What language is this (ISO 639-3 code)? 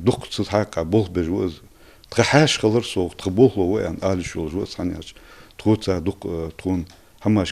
inh